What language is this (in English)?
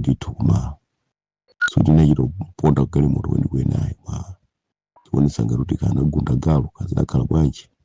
Nyanja